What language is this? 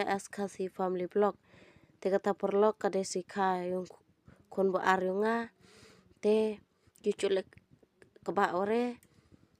Khasi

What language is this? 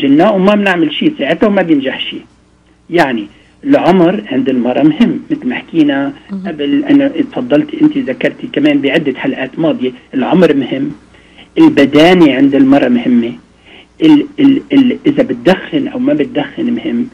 North Levantine Arabic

